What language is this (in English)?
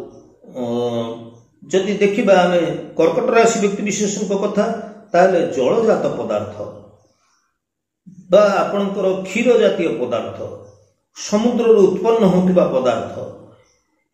Odia